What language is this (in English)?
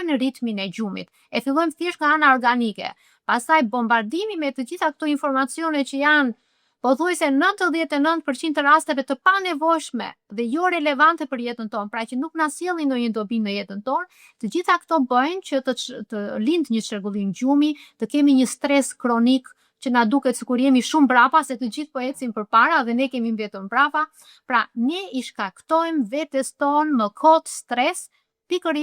Albanian